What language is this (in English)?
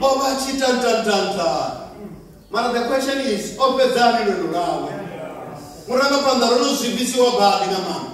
Venda